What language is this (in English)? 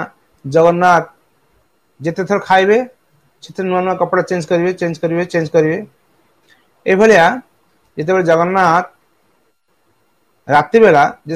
Odia